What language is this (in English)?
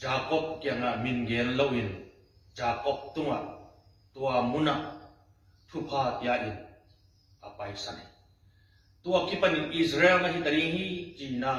Tedim Chin